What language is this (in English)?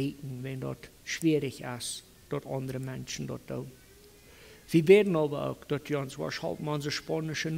Plautdietsch